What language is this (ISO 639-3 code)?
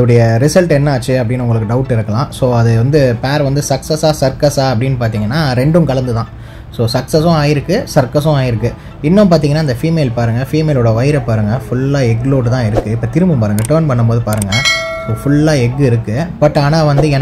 tam